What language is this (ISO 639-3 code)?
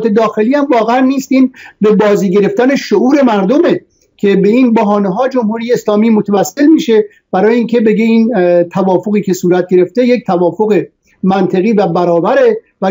fas